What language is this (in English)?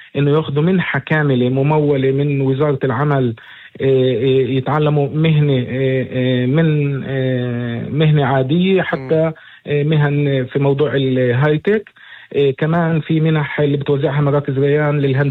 North Levantine Arabic